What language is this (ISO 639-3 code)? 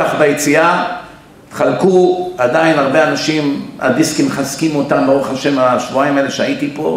heb